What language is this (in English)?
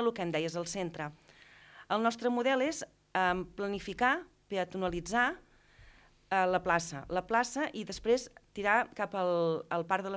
Catalan